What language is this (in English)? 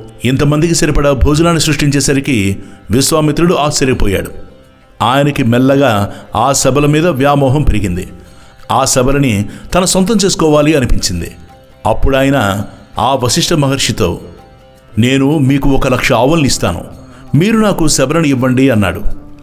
Telugu